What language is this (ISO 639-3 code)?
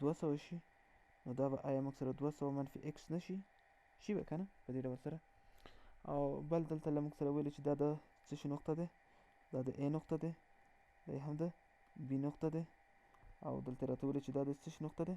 pus